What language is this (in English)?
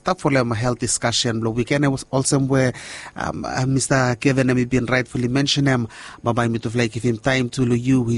Bislama